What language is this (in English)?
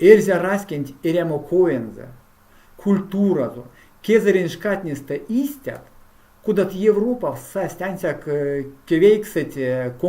Erzya